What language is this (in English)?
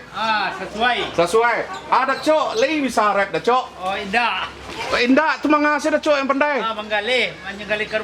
Minangkabau